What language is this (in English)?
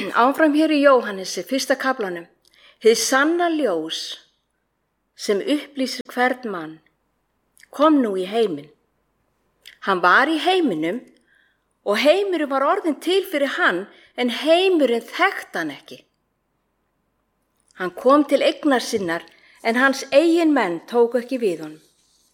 Icelandic